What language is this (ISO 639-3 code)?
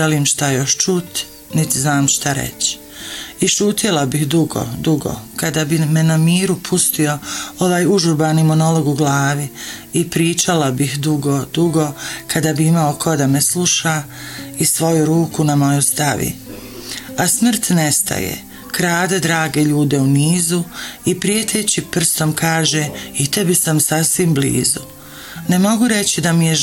bos